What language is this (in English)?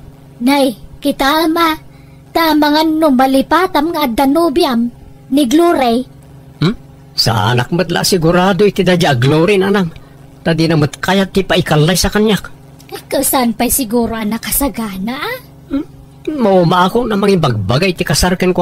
Iloko